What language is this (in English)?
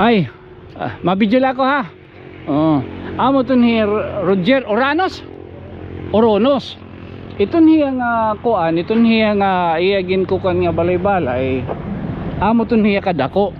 Waray